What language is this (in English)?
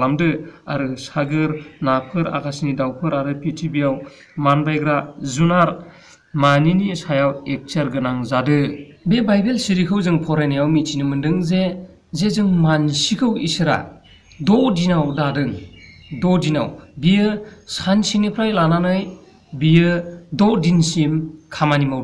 Bodo